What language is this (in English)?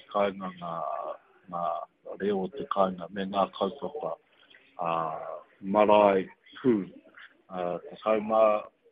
Māori